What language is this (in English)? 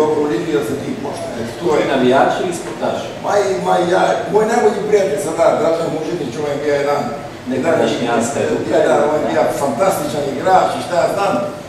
Croatian